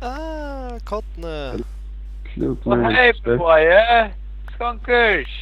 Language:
Faroese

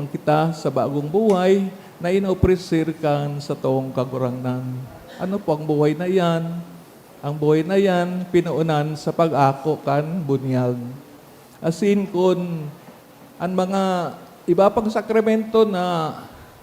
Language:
Bikol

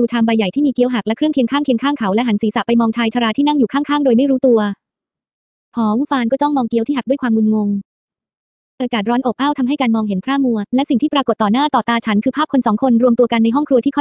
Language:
Thai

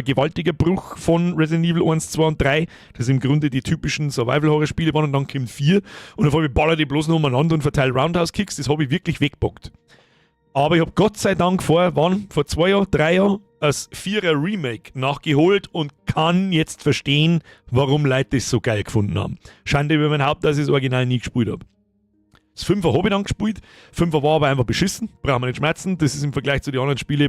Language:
Bavarian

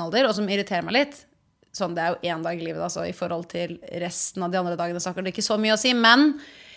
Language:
Norwegian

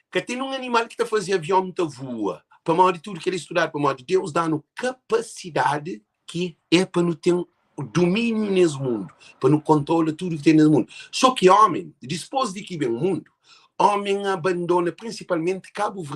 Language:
Kabuverdianu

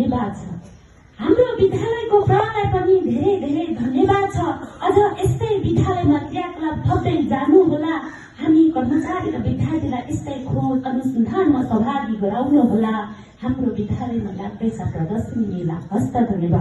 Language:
Nepali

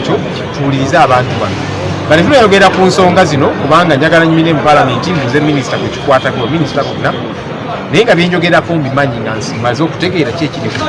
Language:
Ganda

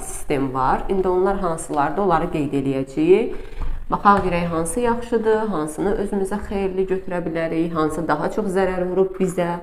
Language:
Azerbaijani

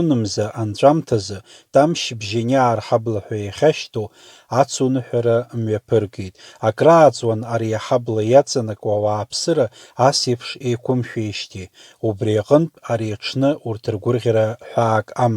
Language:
Abkhazian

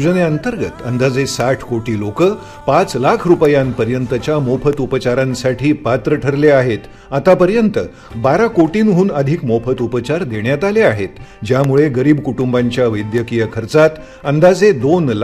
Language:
Marathi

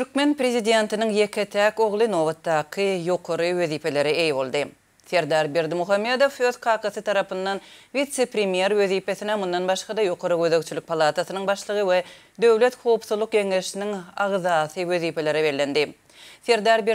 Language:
Turkmen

